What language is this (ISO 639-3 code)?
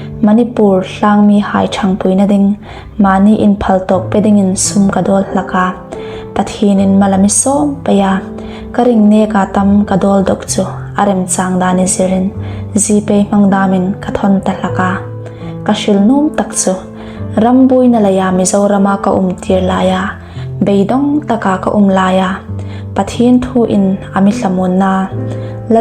hmr